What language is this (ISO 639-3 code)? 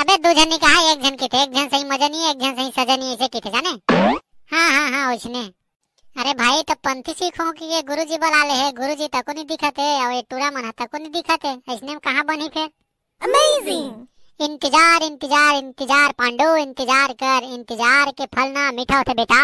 hne